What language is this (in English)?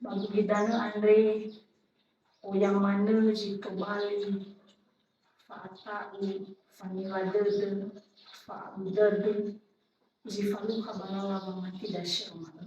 Nias